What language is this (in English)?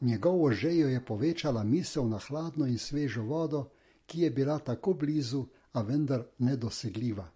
Slovenian